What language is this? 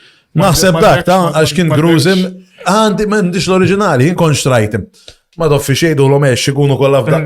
Maltese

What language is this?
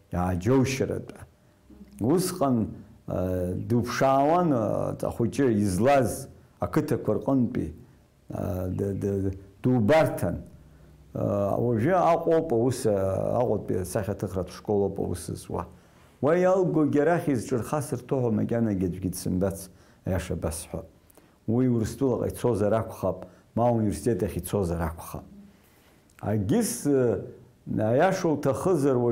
Abkhazian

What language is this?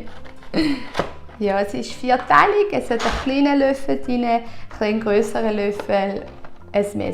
Swiss German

